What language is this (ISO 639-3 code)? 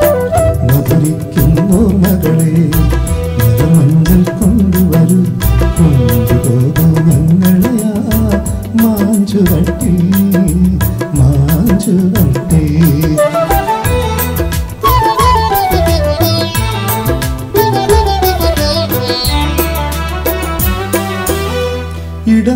mal